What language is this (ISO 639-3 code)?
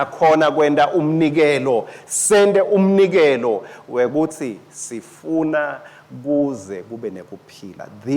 ssw